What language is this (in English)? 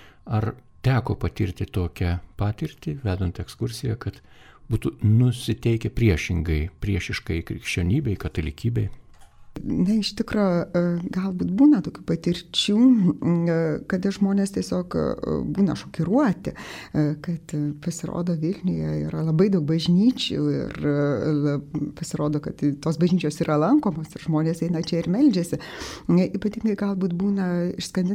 Lithuanian